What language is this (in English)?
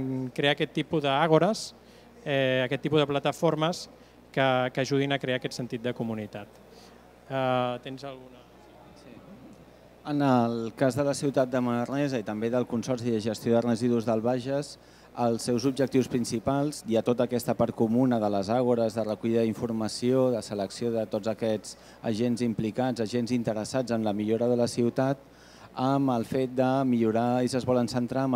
Catalan